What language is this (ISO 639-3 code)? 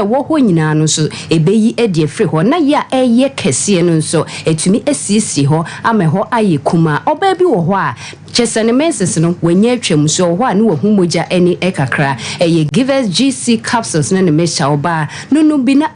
aka